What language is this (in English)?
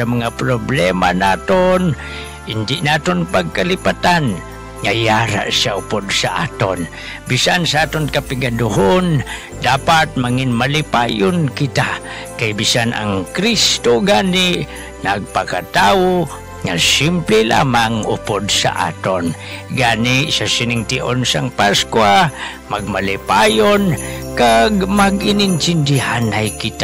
Hiligaynon